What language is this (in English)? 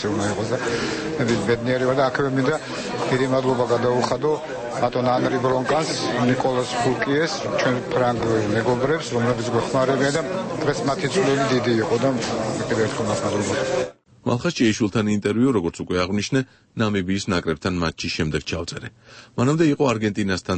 Georgian